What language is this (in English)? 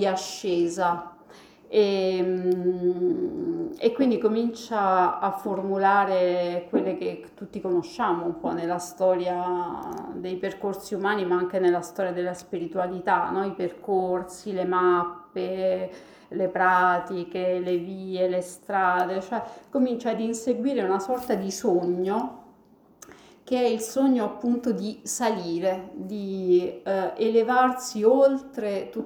Italian